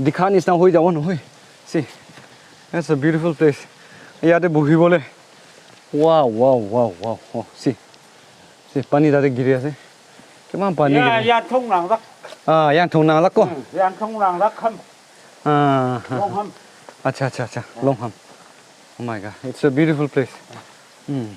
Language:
Naga Pidgin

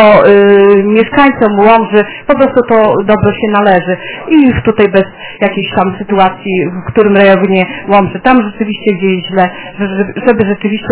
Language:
Polish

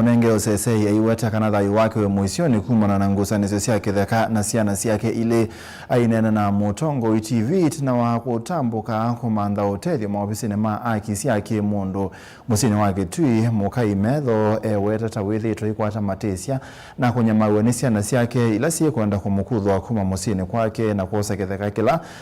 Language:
Kamba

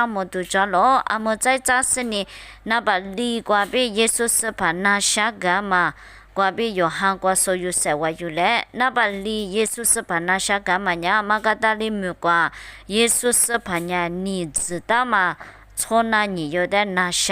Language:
Lisu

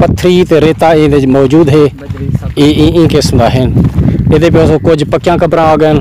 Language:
Saraiki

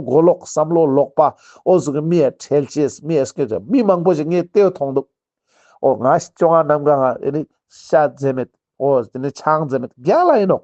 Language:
Ladakhi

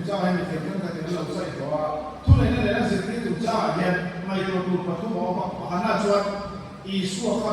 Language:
Mizo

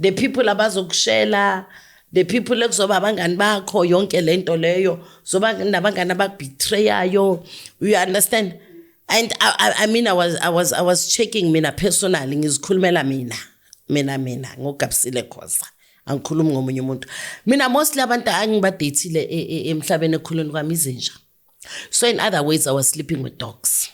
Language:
Zulu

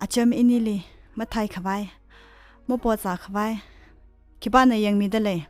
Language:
Tangkhul Naga (India)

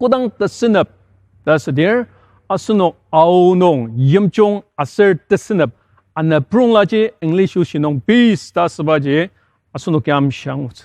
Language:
Ao Naga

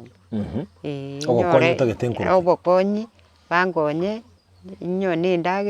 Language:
Gusii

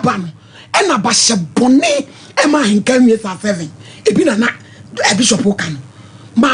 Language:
Akan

